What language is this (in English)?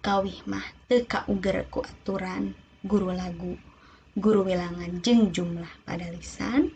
Sundanese